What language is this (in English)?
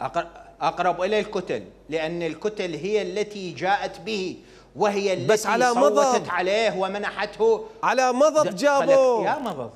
Mesopotamian Arabic